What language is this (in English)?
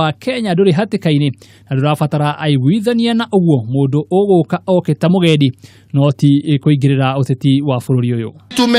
Kikuyu